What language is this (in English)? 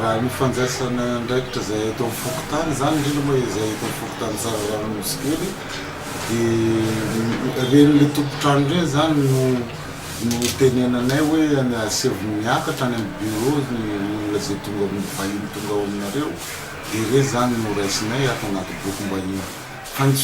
Malagasy